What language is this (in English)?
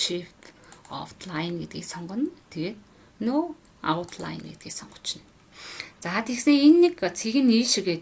Mongolian